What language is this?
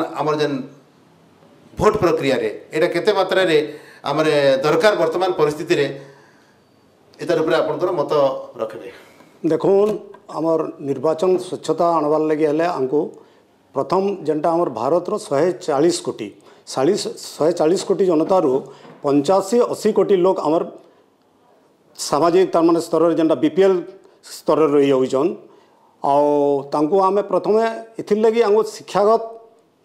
Odia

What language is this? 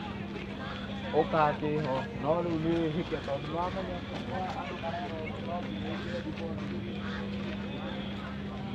Swahili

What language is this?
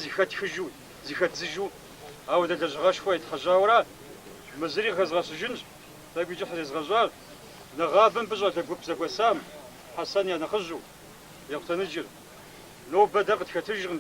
Kabardian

